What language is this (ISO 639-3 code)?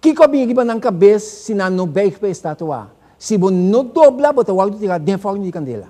pap